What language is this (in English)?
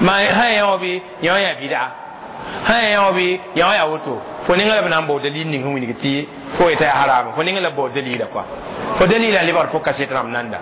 Mossi